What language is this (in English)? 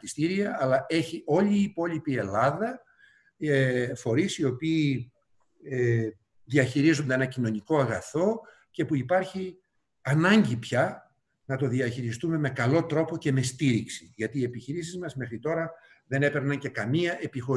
Greek